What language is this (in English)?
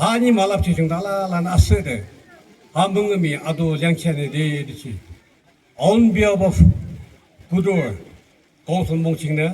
Yimchungru Naga